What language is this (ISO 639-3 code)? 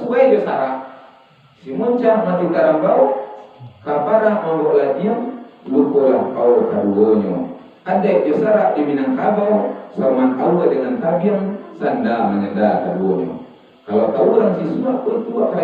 min